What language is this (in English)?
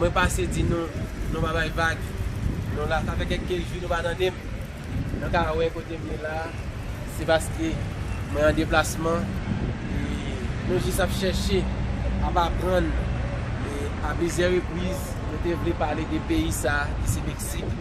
Haitian Creole